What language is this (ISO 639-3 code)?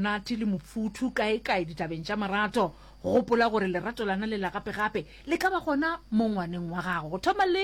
nso